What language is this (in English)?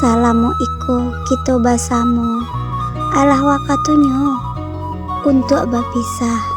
Minangkabau